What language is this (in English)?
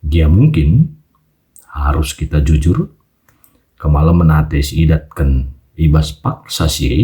Batak Karo